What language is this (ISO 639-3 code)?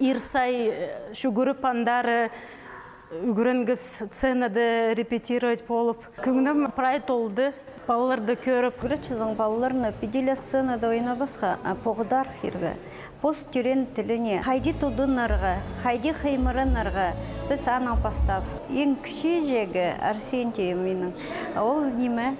kjh